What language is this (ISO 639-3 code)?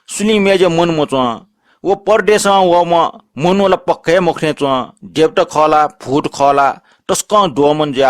new